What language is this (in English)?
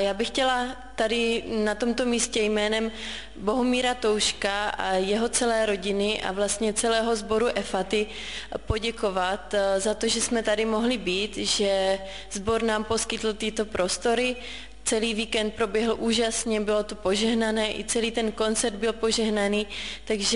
Czech